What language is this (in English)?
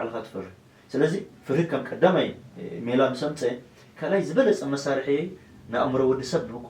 Tigrinya